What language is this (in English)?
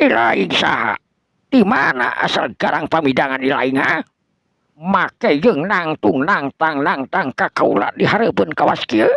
Sundanese